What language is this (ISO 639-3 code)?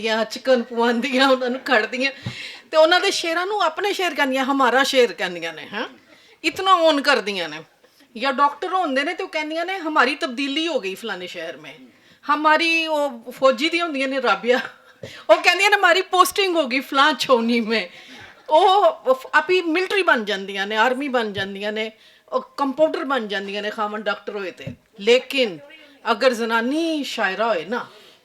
lah